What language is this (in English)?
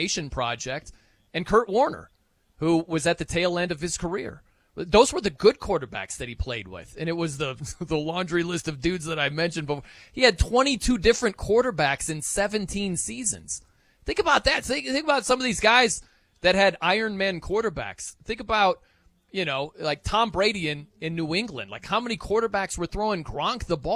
English